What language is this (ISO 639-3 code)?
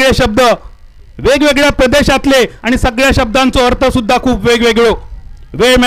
mar